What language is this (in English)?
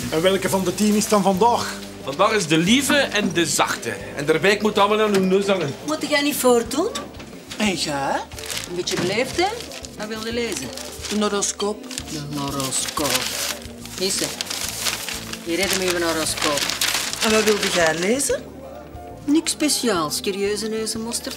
Dutch